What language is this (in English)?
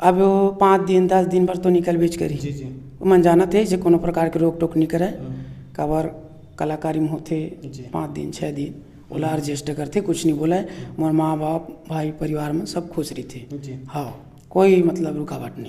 Chhattisgarhi